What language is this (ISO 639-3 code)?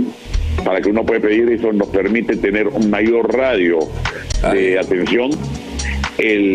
spa